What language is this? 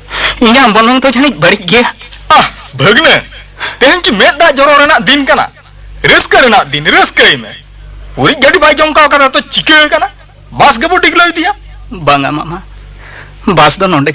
Santali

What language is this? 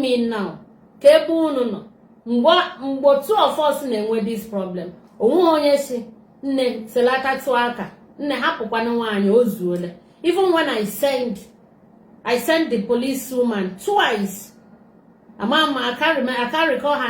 Igbo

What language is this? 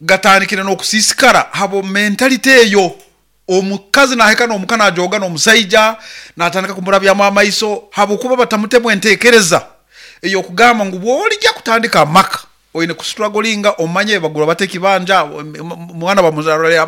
Nyankole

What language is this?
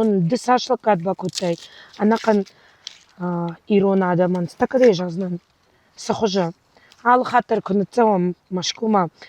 Ossetic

